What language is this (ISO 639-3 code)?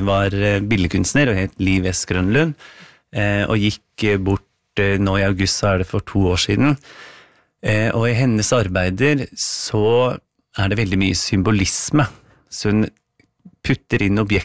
nor